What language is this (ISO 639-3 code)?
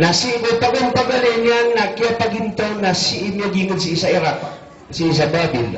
mrw